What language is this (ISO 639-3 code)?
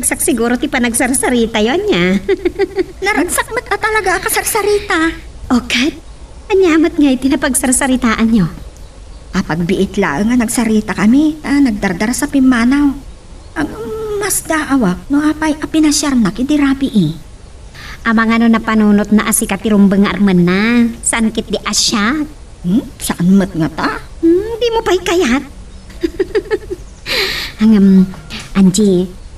ilo